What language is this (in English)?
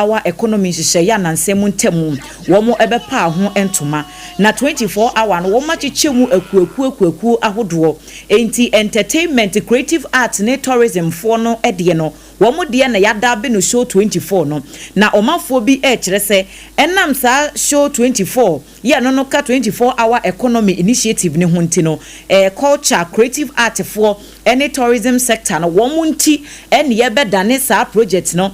Akan